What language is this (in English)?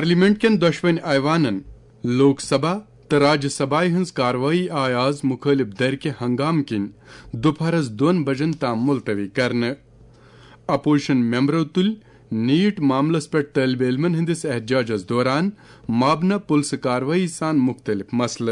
Kashmiri